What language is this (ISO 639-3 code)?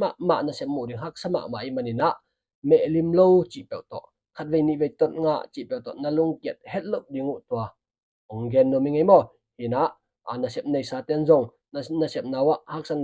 ctd